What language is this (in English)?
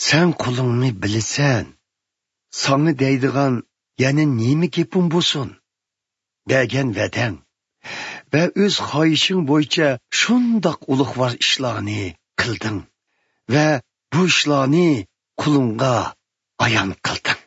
Uyghur